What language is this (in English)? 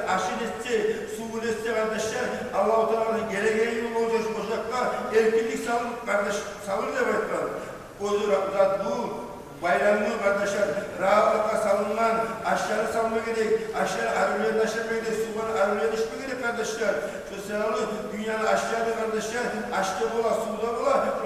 Kumyk